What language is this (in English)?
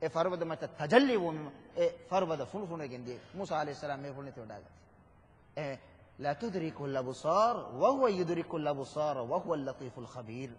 Divehi